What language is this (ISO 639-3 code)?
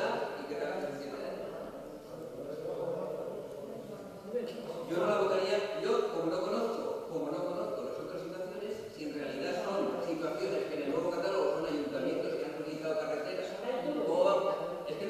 spa